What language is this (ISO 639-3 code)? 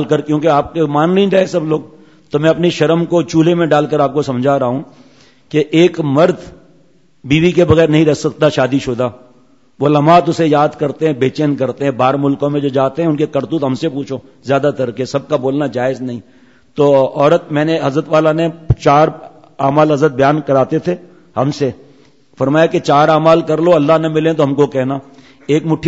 urd